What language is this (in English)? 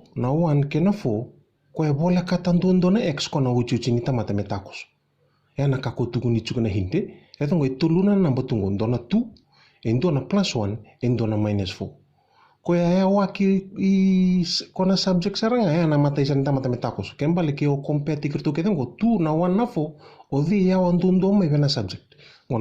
Fijian